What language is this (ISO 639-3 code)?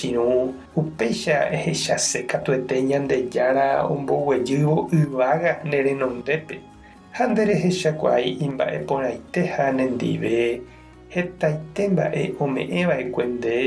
grn